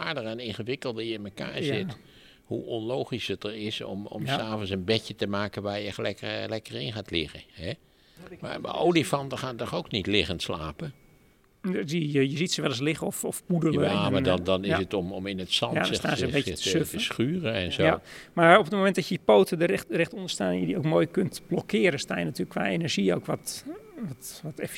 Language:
Dutch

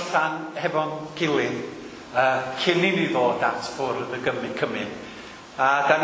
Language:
Welsh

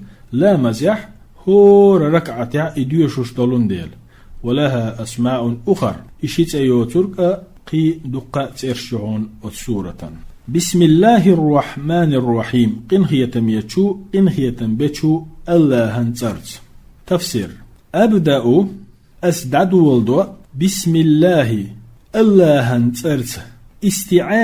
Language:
Chechen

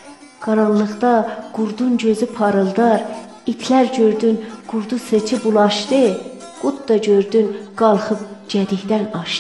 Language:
South Azerbaijani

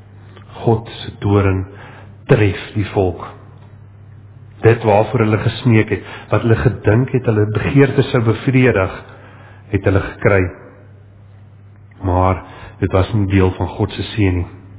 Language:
Afrikaans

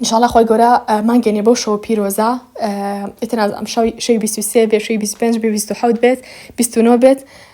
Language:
Central Kurdish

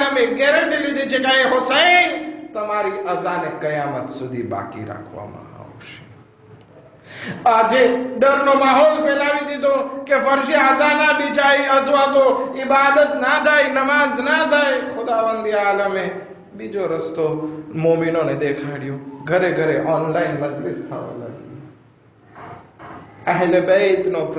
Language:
Gujarati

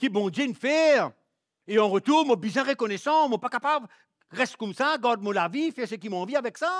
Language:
Morisyen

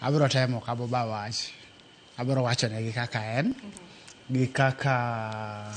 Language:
Luo (Kenya and Tanzania)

